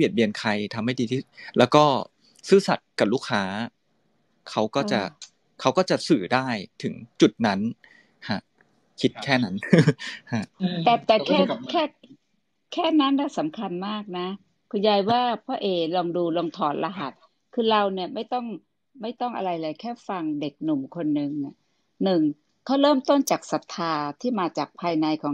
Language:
Thai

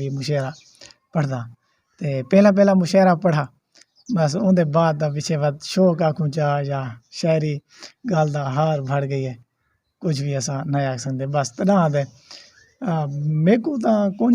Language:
Saraiki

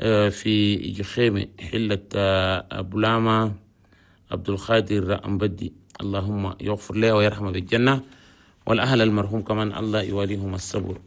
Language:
Chadian Arabic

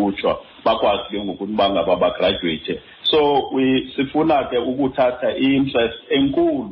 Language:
Xhosa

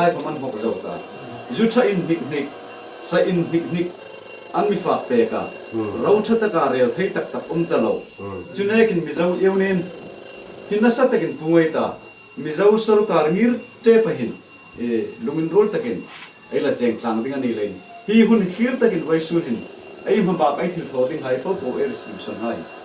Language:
Hmar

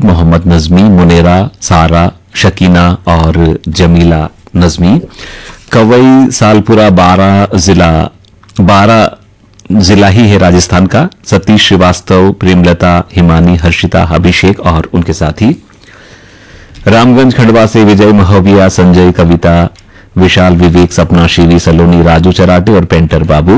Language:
Hindi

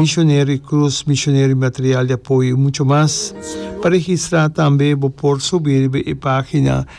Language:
Papiamento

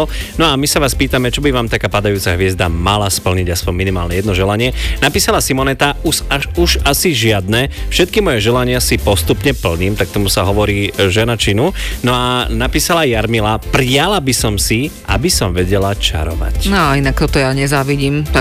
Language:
Slovak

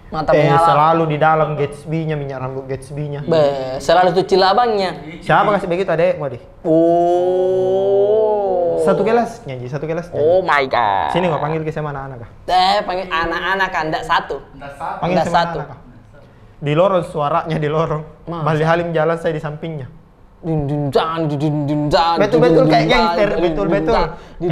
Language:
Makassar Malay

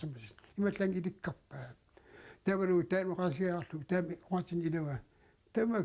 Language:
Kalaallisut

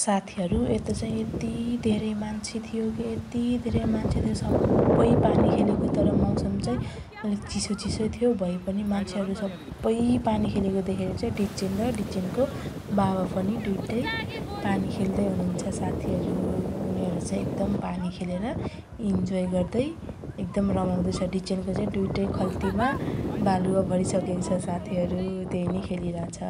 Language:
Nepali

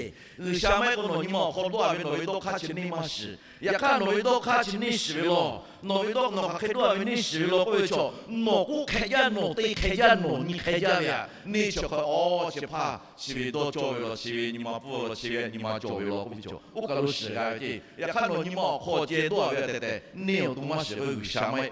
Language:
Lahu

